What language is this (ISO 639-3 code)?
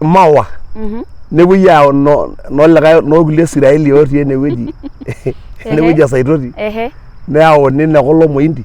mas